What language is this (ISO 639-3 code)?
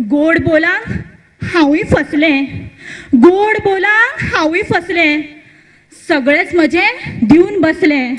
kok